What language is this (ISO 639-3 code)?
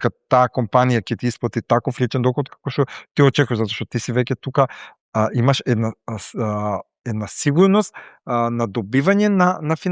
mkd